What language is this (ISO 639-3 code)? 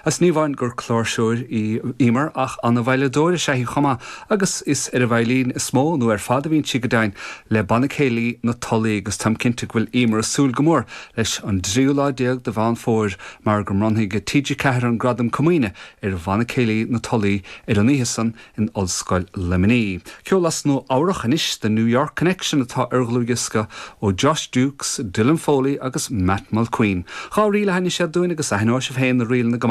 gle